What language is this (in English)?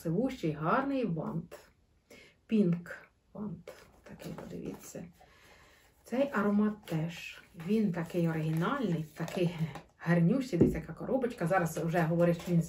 Ukrainian